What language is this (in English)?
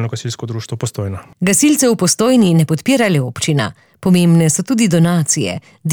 Slovenian